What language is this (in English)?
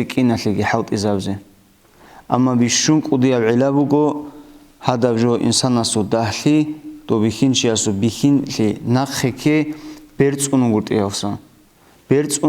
Avaric